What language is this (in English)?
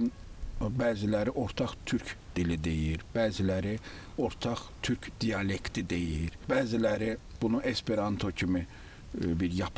Azerbaijani